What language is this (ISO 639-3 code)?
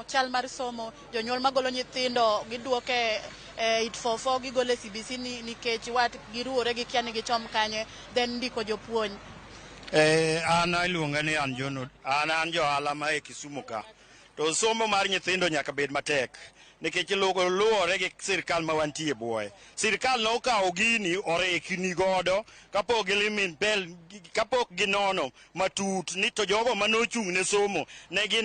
luo